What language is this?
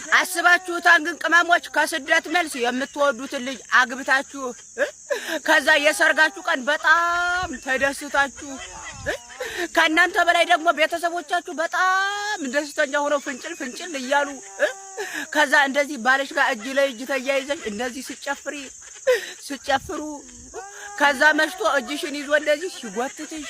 Amharic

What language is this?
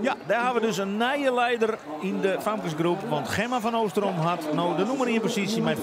Western Frisian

